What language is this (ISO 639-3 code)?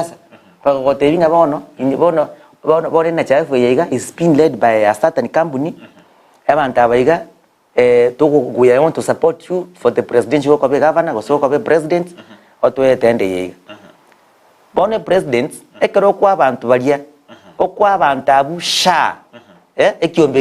guz